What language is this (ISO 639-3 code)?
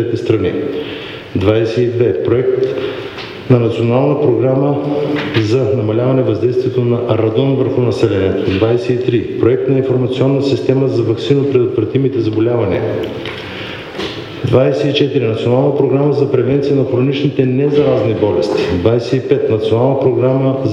bul